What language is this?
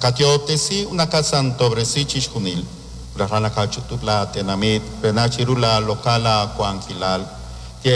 Kekchí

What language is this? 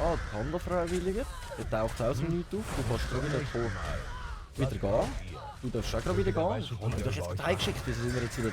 Swiss German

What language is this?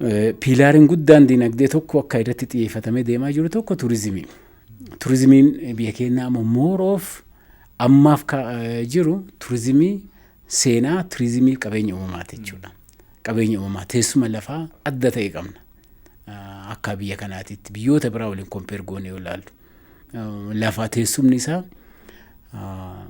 Oromo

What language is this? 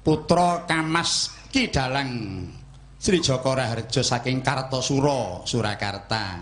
Javanese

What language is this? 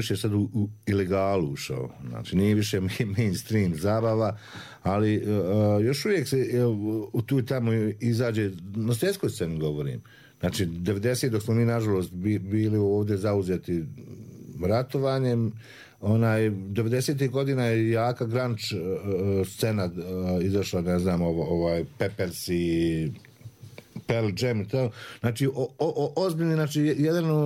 Croatian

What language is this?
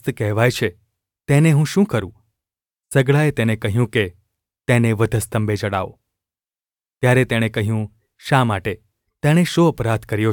Gujarati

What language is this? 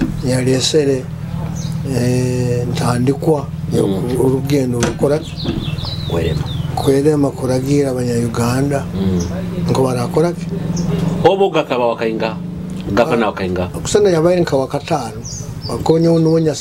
Nyoro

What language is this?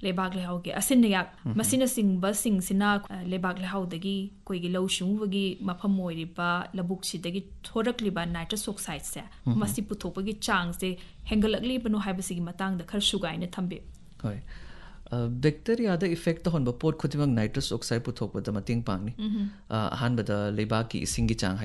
Manipuri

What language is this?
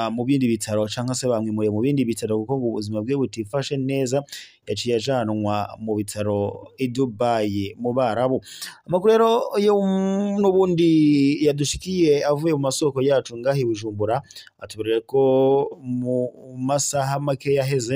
Rundi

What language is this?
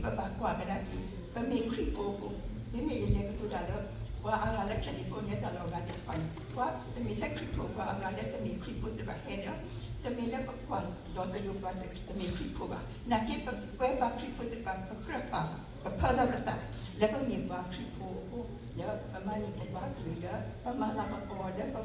S'gaw Karen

